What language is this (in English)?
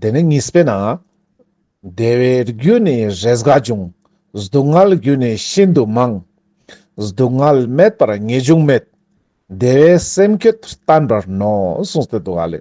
Ladakhi